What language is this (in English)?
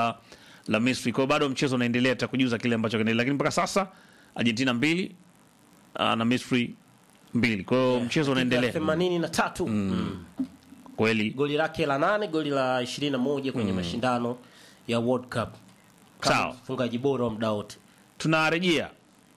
Swahili